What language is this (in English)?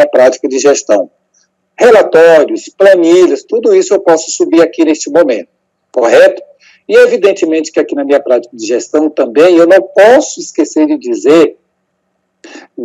Portuguese